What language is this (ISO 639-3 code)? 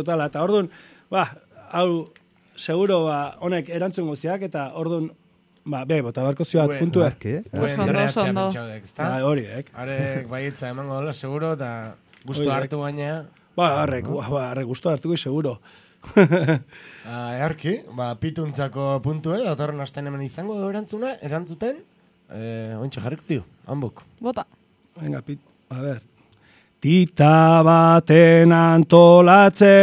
eus